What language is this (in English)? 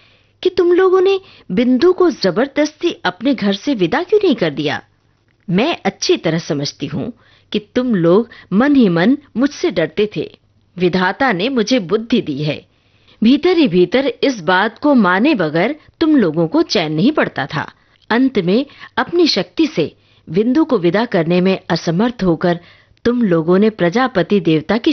Hindi